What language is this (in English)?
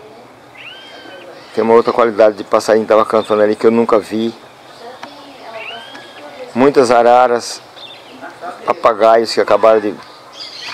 Portuguese